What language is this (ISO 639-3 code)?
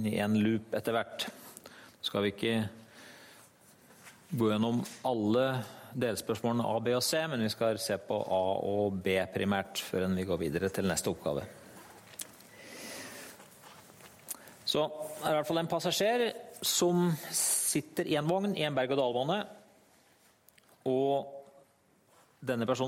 nor